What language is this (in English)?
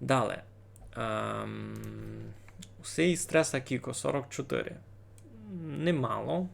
Rusyn